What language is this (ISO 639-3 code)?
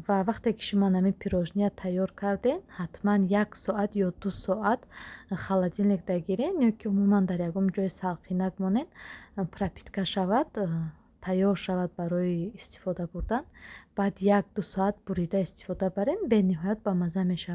tgk